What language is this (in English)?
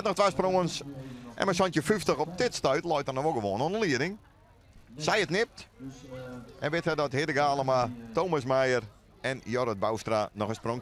Western Frisian